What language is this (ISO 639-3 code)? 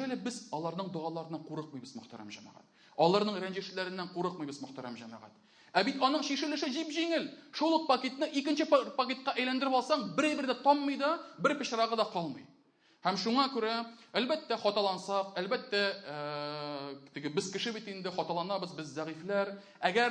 tat